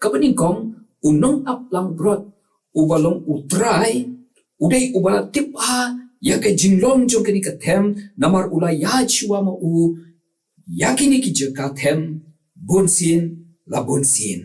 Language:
Khasi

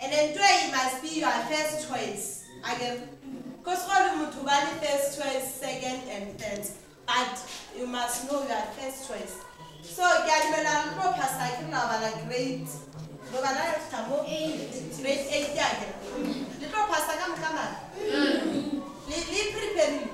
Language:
Northern Sotho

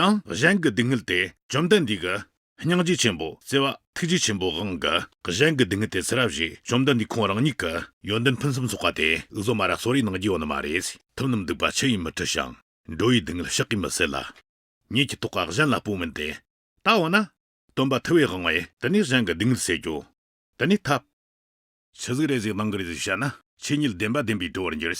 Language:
Tibetan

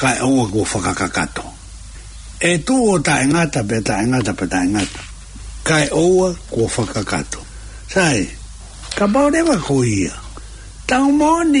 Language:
Tongan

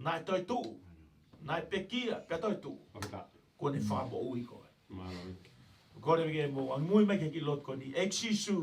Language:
Tongan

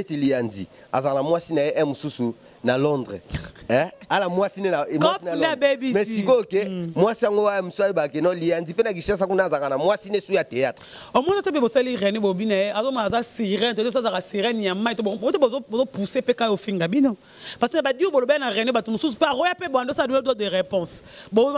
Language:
Lingala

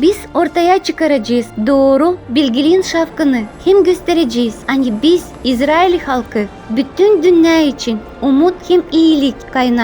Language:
Gagauz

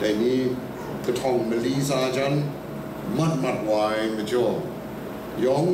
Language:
Kachin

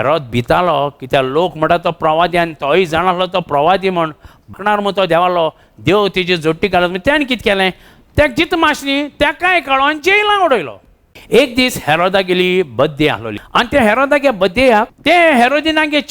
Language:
Konkani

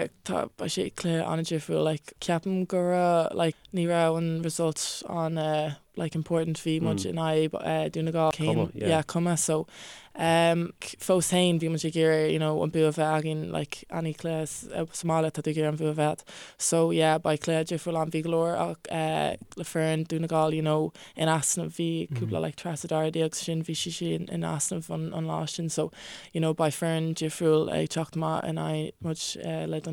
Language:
Irish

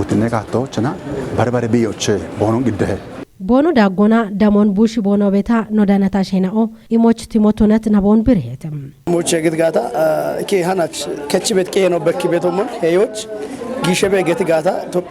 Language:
Kafa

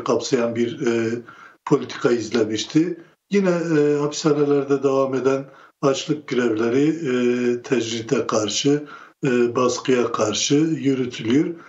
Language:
Turkish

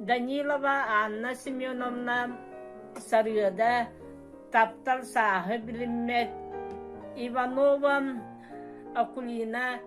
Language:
Yakut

